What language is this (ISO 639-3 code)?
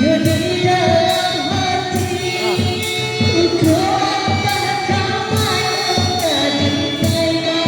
min